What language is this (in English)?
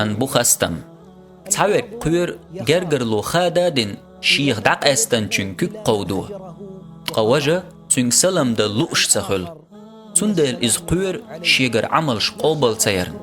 Chechen